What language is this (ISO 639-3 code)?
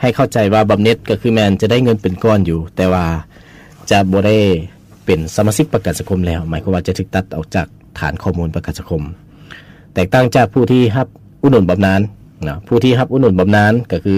lao